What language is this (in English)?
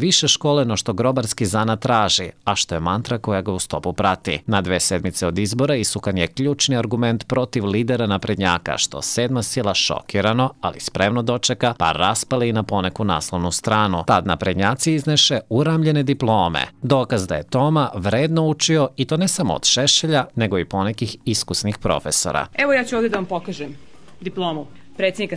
Serbian